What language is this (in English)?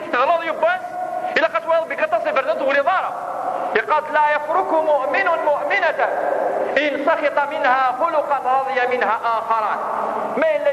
Kabyle